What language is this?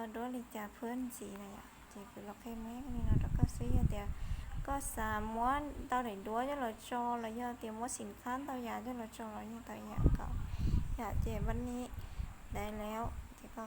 Hmong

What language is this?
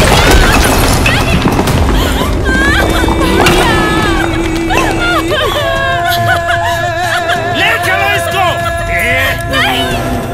Bhojpuri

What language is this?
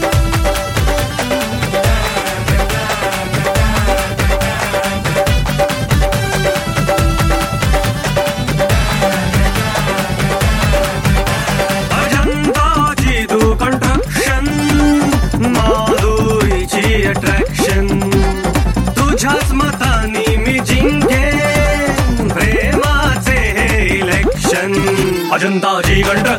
Marathi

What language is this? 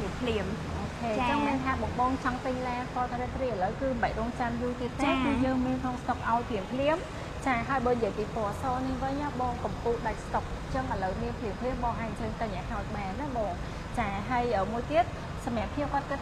Khmer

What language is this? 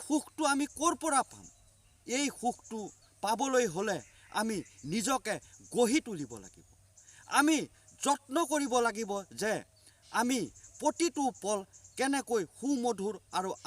Assamese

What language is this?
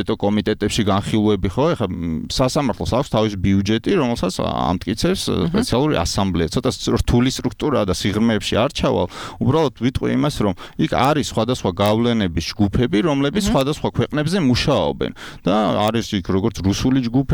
Georgian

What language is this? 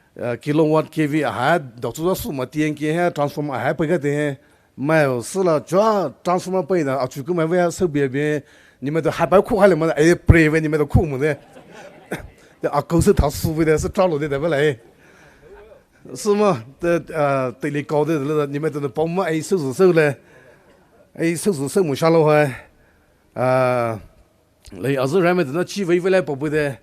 Poumei Naga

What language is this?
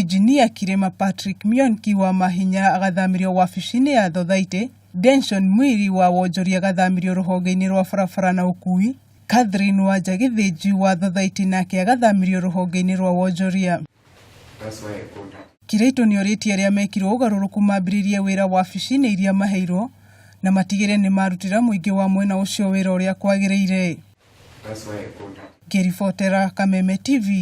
Kikuyu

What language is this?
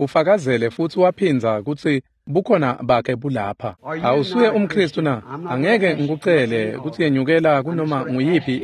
Swati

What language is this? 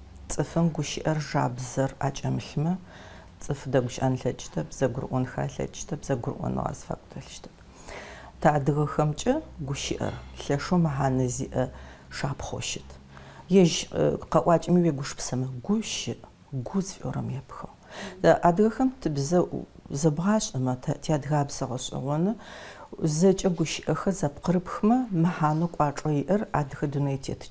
Adyghe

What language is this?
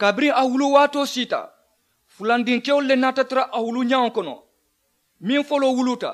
Mandingo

